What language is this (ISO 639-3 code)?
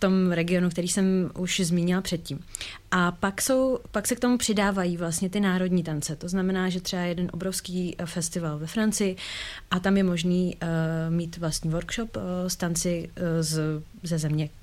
ces